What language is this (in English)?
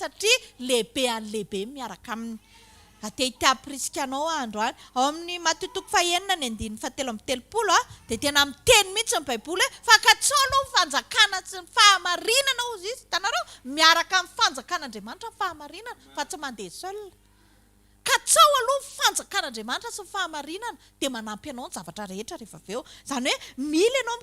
Malagasy